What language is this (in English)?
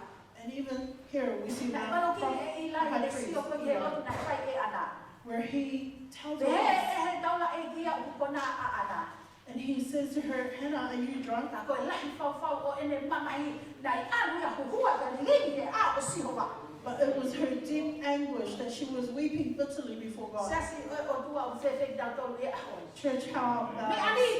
Tongan